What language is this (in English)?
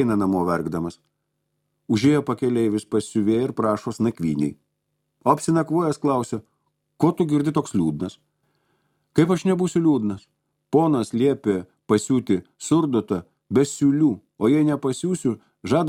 Lithuanian